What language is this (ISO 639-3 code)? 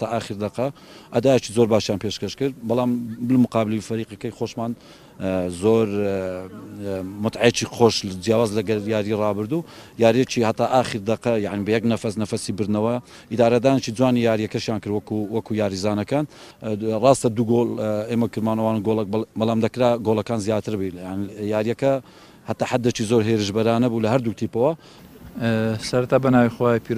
ckb